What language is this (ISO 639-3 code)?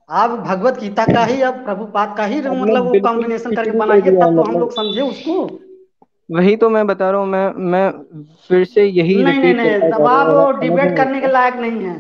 hin